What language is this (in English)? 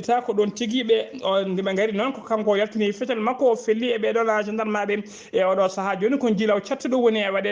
Fula